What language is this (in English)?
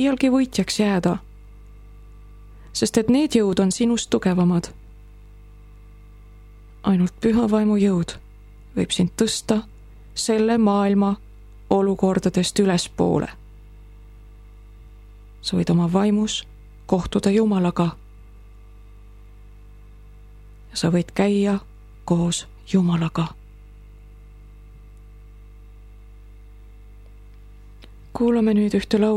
Estonian